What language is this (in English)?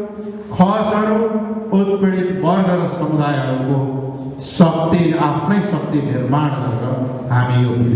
Nepali